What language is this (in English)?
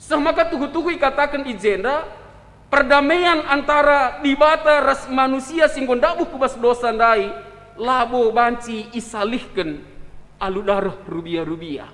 Batak Karo